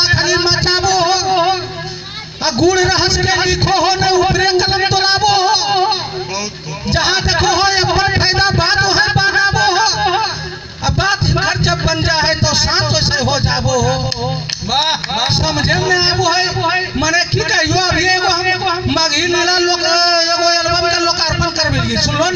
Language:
Magahi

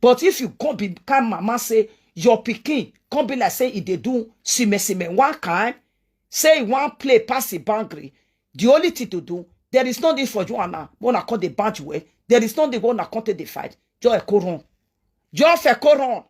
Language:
Nigerian Pidgin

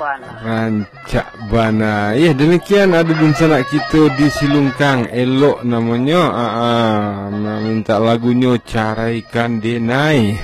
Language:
Minangkabau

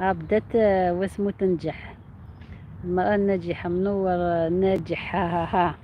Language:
Algerian Arabic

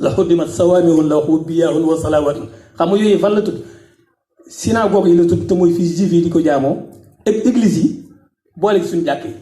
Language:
Wolof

